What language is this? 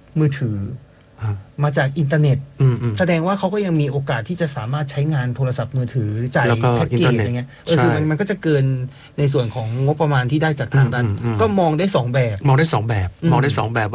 Thai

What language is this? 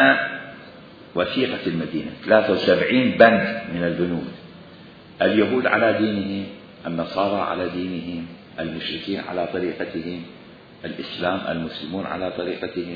Mesopotamian Arabic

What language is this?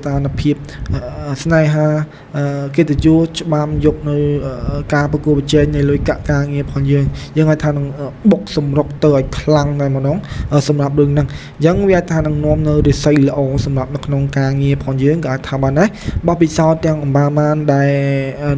Khmer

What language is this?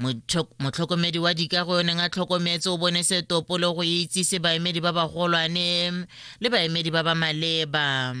Tswana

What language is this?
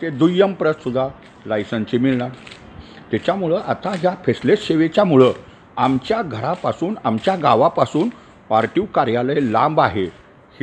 Marathi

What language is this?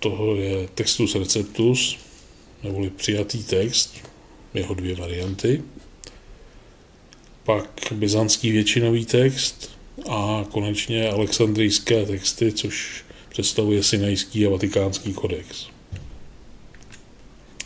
Czech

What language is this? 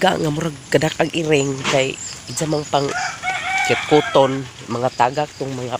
Cebuano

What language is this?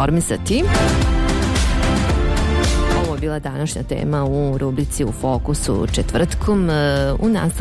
Bosnian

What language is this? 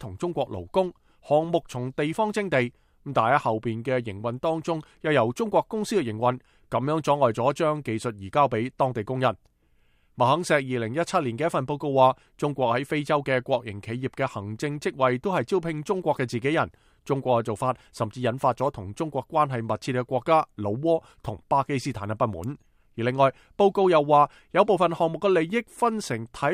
Cantonese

